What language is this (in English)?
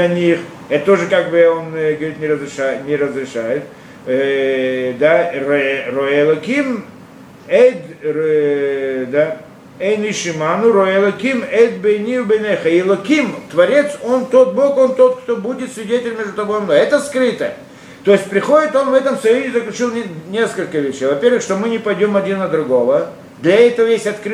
Russian